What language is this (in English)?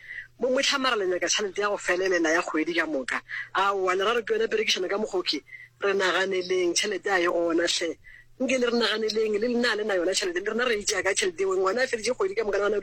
Northern Sotho